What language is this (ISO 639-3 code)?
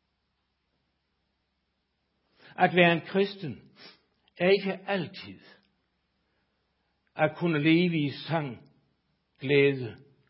dan